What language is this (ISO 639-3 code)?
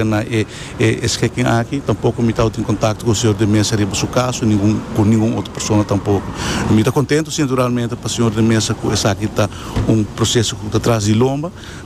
pap